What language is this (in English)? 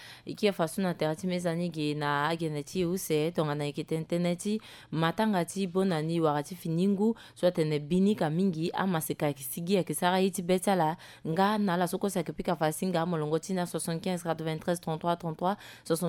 Sango